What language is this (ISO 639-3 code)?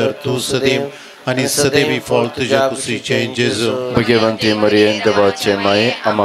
kok